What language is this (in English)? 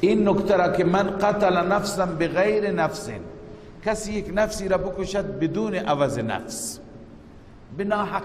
Persian